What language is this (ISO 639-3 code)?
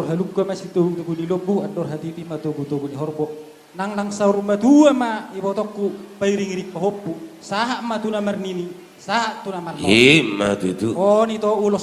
bbc